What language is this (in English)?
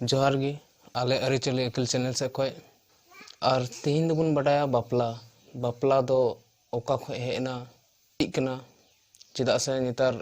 Santali